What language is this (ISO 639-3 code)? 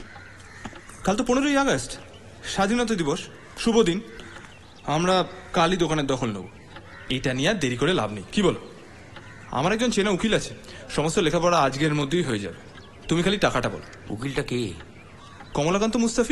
ben